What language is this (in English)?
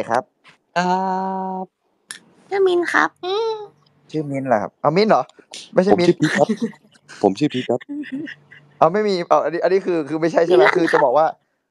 Thai